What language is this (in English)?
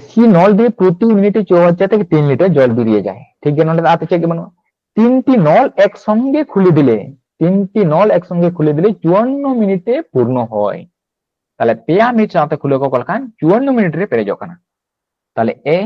Santali